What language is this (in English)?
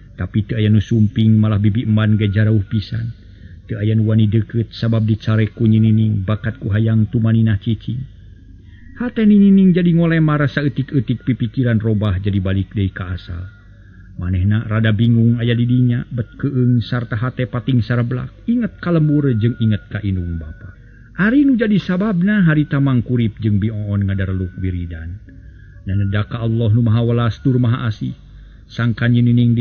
Sundanese